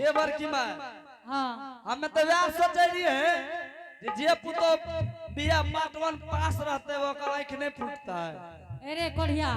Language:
Angika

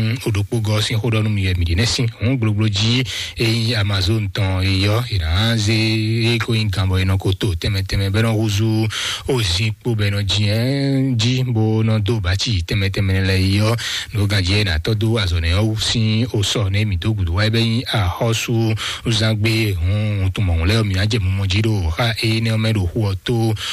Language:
Fon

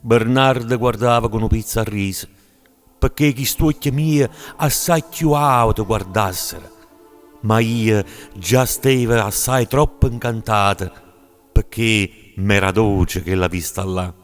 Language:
Neapolitan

